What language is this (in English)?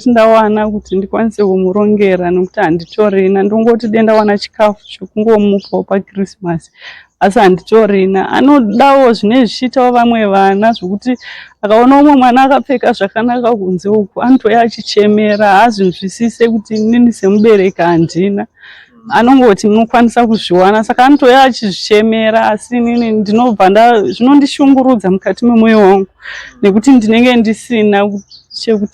Shona